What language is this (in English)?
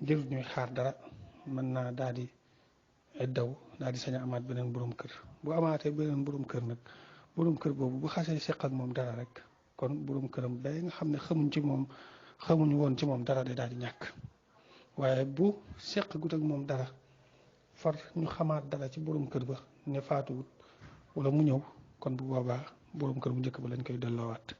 Wolof